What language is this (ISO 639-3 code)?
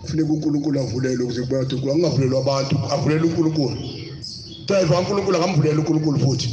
zul